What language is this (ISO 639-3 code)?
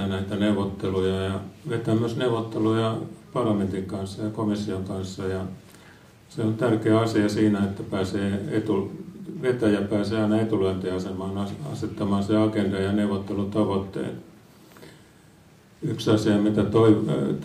fin